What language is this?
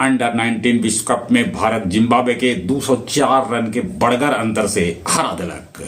Magahi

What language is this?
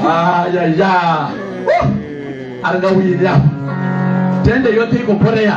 Venda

